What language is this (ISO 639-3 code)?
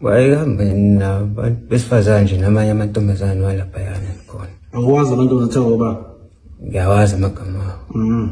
zul